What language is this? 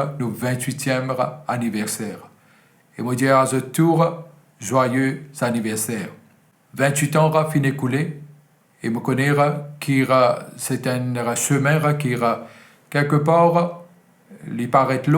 Morisyen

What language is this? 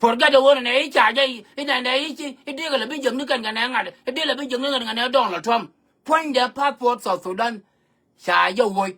Nuer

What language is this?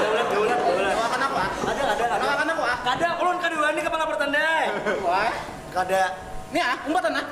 Banjar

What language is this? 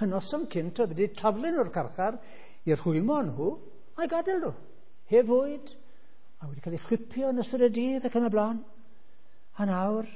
Welsh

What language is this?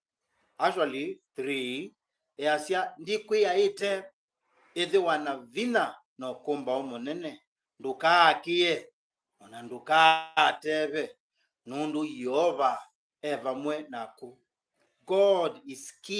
Kamba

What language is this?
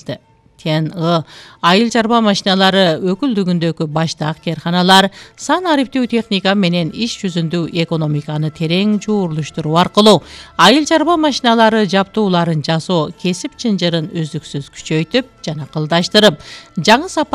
Kyrgyz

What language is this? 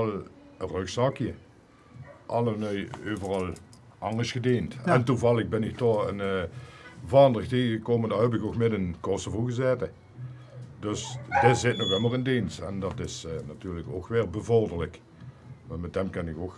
Limburgish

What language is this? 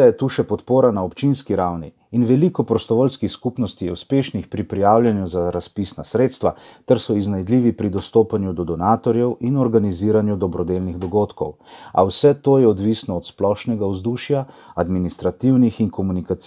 Slovenian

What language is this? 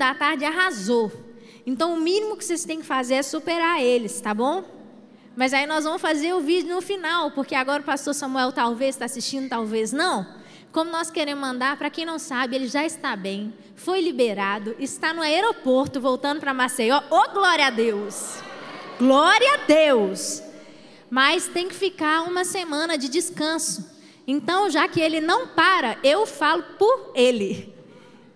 Portuguese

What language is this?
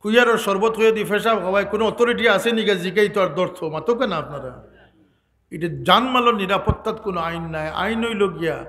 Sylheti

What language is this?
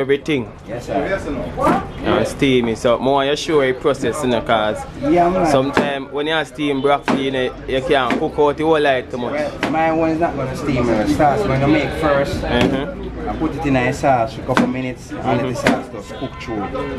Jamaican Creole English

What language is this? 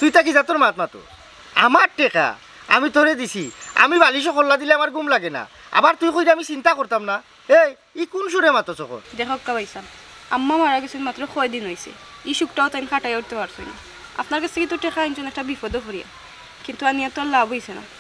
Sylheti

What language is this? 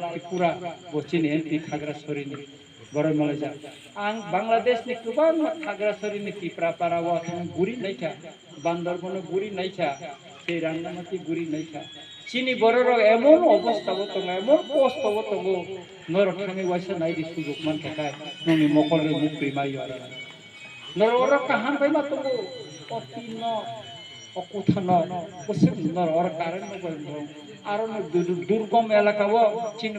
Kok Borok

